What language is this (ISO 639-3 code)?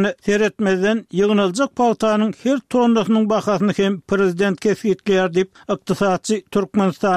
tuk